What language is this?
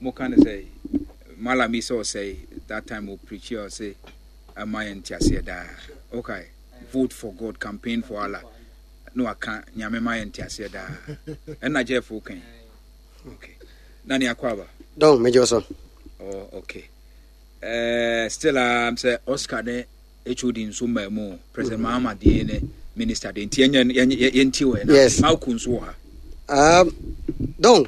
Akan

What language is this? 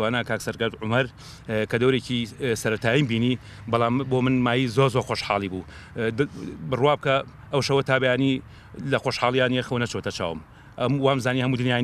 Central Kurdish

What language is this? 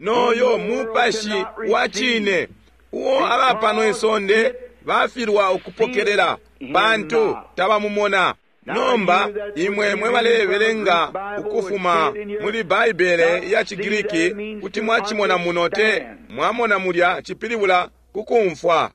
Bemba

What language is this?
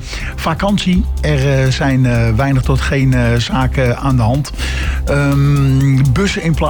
Dutch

